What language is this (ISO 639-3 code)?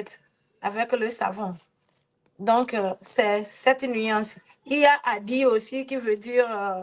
ewe